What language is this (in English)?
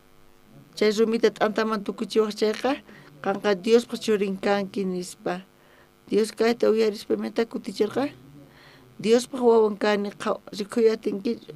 South Bolivian Quechua